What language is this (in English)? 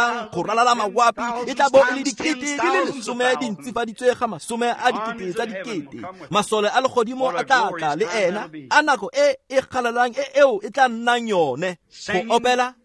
Tswana